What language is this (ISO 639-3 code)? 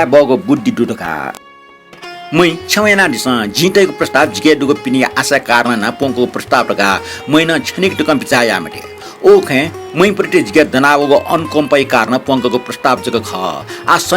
new